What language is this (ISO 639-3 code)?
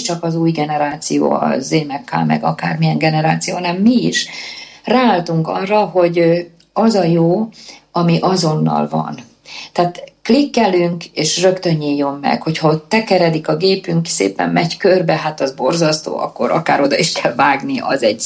hun